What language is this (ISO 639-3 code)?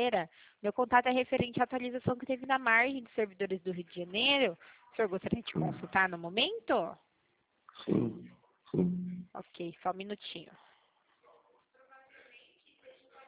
por